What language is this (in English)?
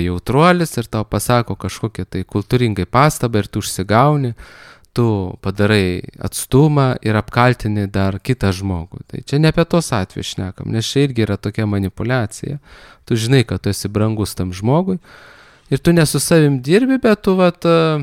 Lithuanian